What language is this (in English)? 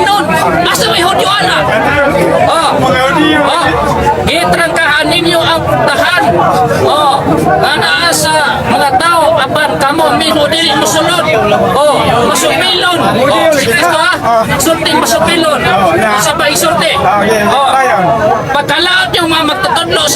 Cebuano